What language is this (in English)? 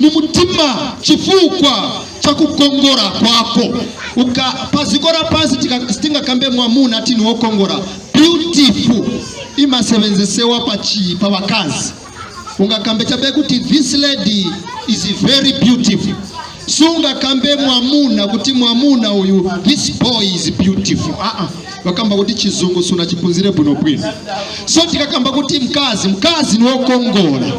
Nyanja